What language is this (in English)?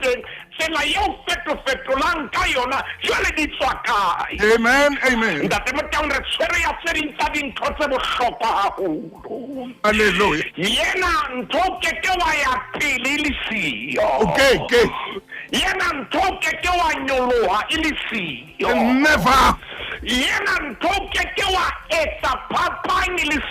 Southern Sotho